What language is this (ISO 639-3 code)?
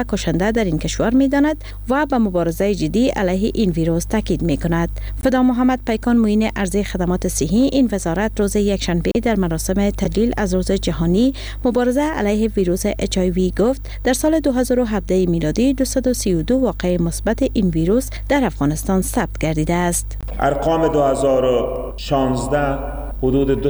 fas